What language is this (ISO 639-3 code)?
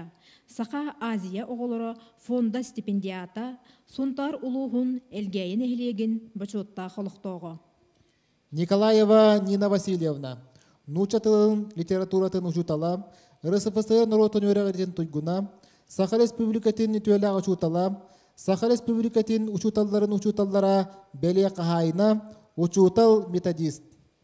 sah